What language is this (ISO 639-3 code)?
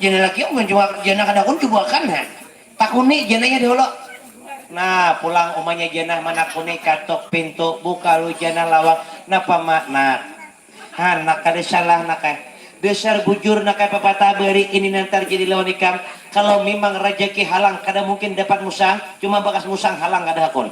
bjn